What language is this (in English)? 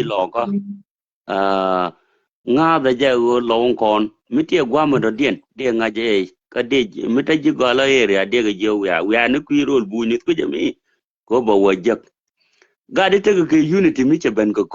Nuer